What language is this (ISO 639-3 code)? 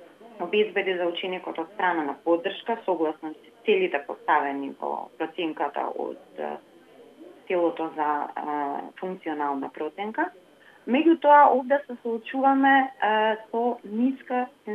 mkd